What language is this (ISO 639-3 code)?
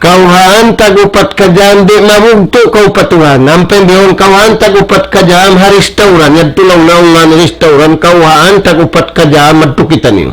tsg